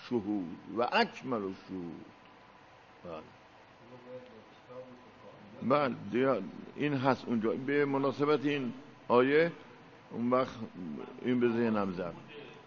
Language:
Persian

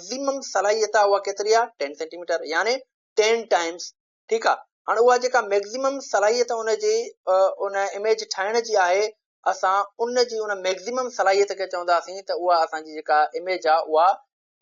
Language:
Sindhi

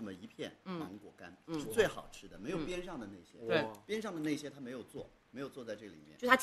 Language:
Chinese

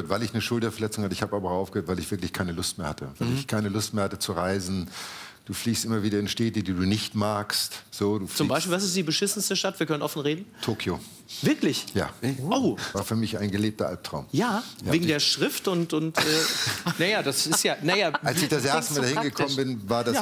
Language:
German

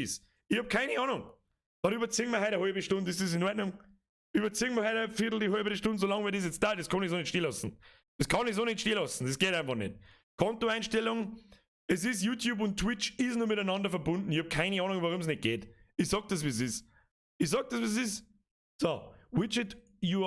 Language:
Bavarian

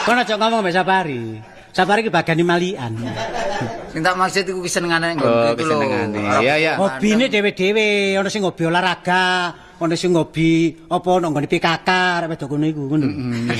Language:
Javanese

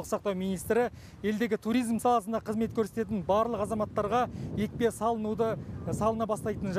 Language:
Kazakh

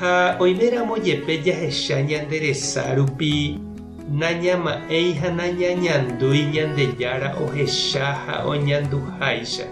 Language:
Guarani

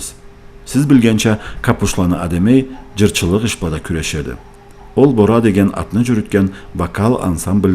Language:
Karachay-Balkar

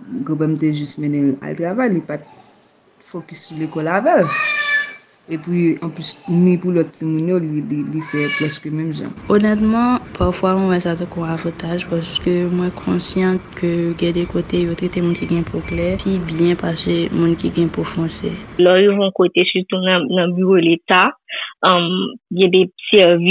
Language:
Haitian Creole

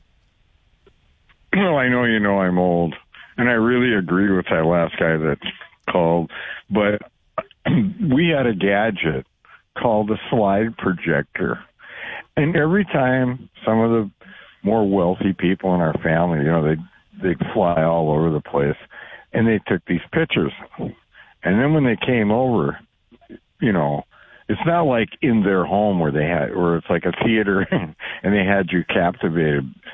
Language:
English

